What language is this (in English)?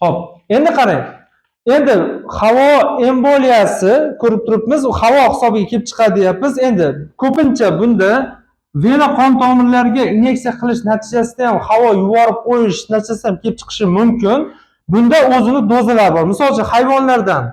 Uzbek